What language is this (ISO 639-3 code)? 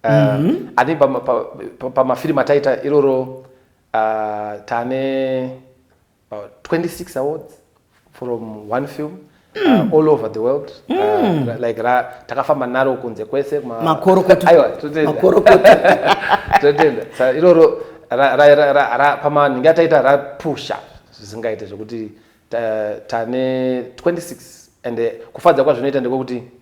sna